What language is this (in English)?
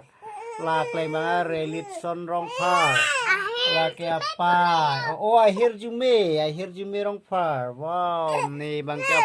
Karbi